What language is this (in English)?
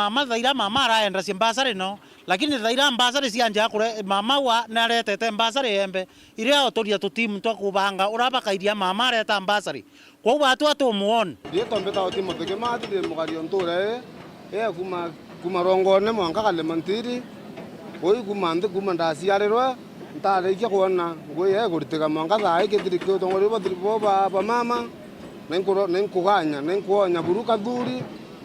Meru